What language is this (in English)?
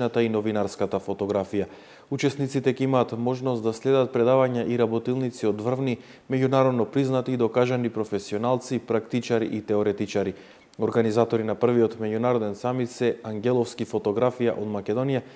Macedonian